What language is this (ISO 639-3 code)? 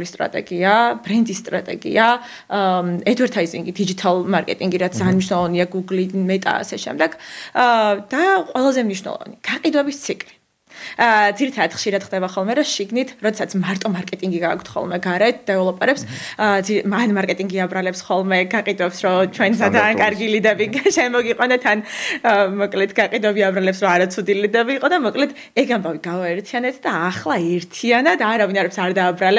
kat